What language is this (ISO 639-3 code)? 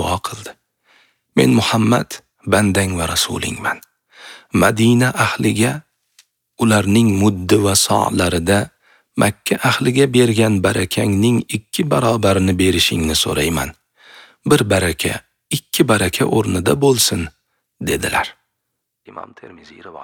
uzb